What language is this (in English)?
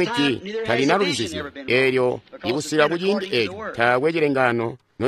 Tonga (Zambia)